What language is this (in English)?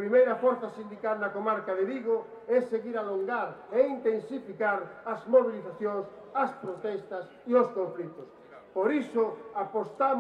Galician